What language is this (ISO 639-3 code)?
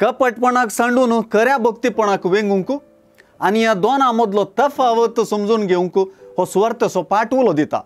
kok